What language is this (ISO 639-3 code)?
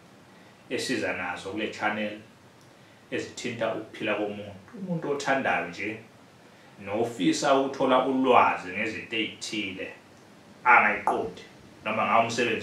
zul